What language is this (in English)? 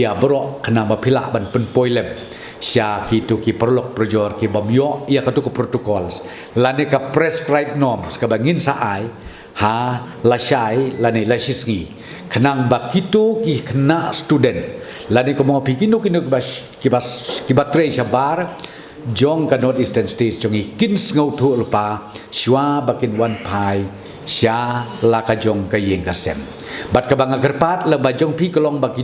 Khasi